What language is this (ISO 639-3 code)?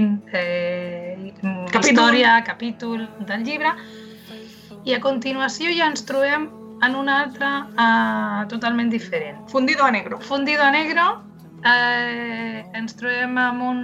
cat